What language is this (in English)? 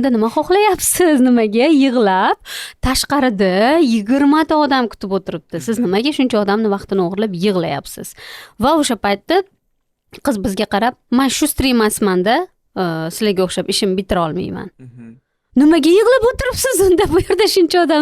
Uzbek